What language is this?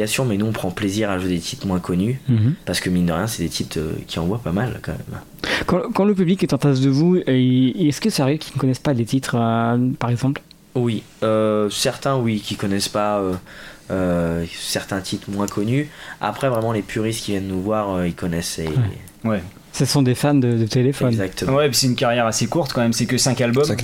French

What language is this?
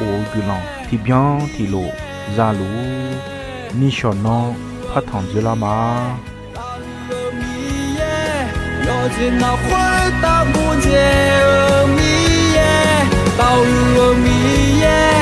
Akha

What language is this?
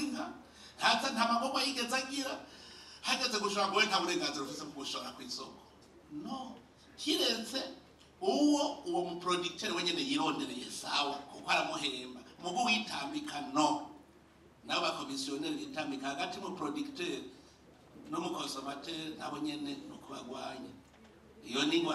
Rundi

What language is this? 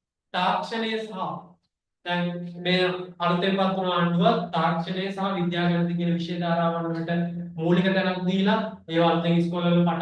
Sinhala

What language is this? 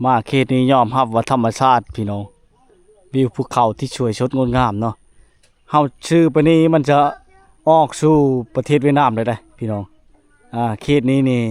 Lao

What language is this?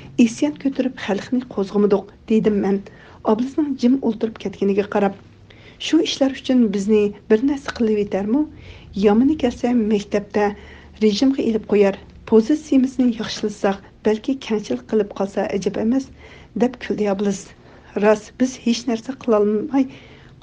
Uyghur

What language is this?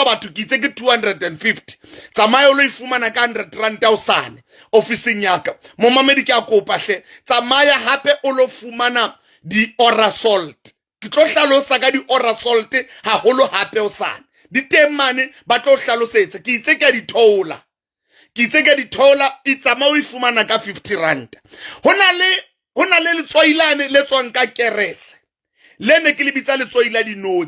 Southern Sotho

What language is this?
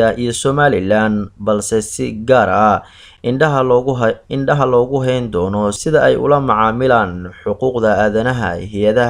Somali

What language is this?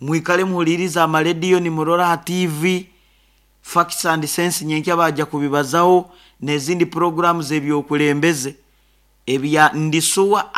Nyoro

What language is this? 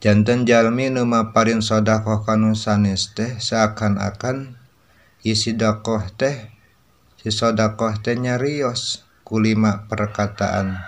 Sundanese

